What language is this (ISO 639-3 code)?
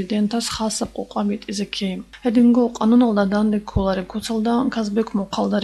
ava